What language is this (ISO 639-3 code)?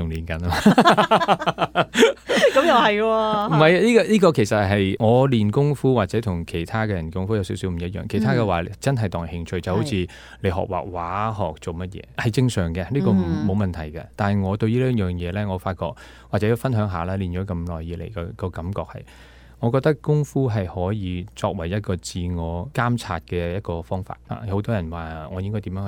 yue